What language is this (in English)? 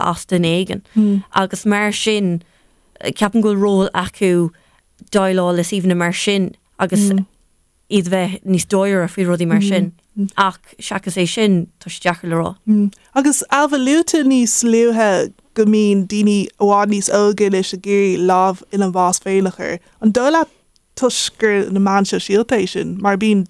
Irish